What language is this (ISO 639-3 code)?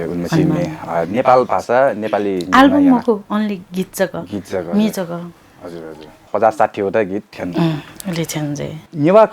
new